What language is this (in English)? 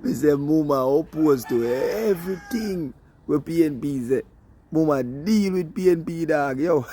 Jamaican Creole English